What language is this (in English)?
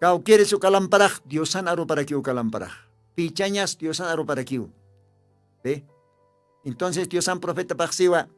Aymara